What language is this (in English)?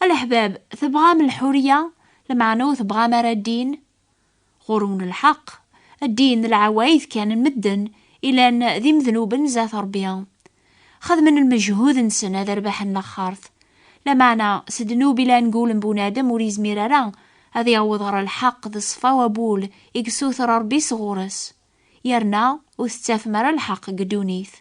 Kabyle